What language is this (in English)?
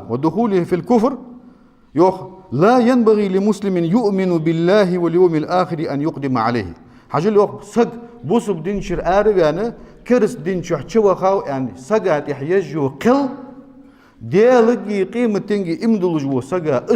Ingush